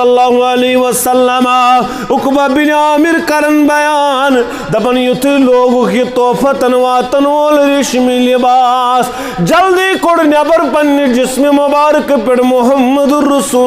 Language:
Kashmiri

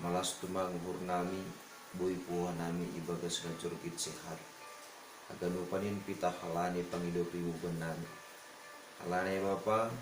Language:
Batak Simalungun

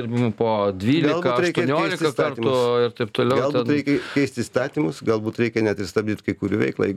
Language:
Lithuanian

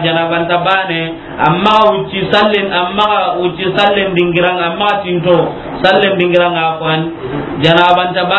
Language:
Soninke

